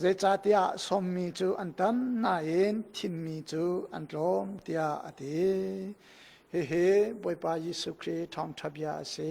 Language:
Hakha Chin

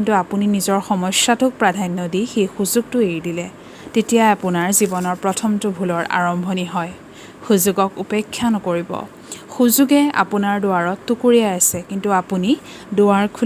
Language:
Assamese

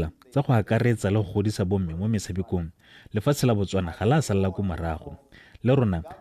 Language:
Tswana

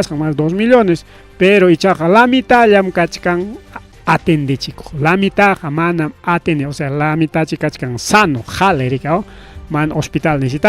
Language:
Ayacucho Quechua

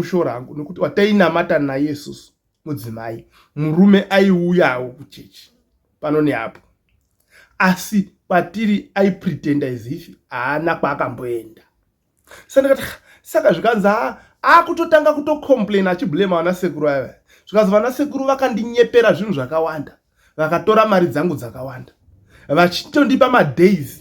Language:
Shona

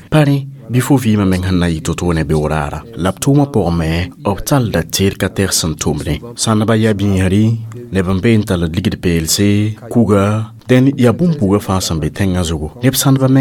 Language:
Mossi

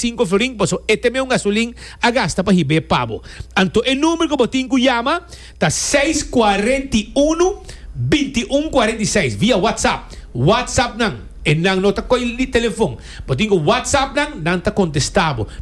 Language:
Papiamento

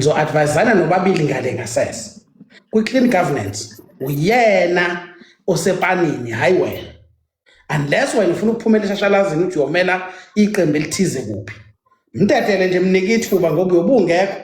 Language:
Zulu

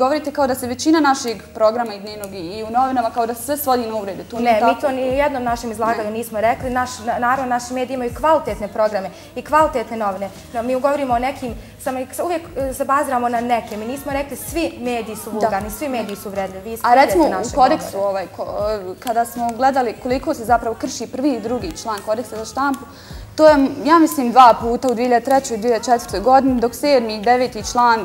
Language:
Bosnian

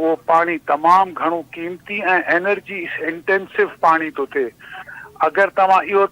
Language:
Sindhi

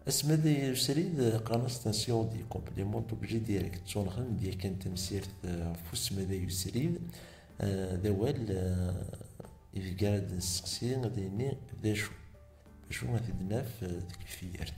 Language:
Kabyle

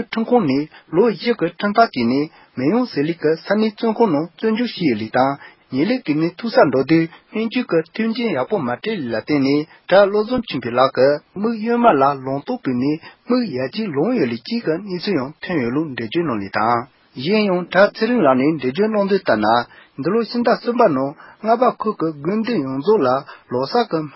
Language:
Tibetan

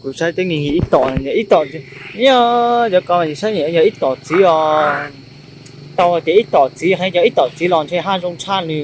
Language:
Hmong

